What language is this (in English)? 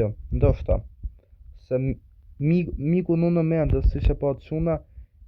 Albanian